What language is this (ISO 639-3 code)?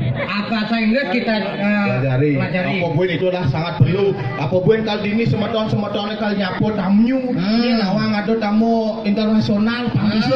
ban